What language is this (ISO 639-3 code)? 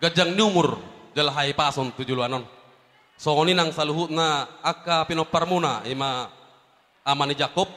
bbc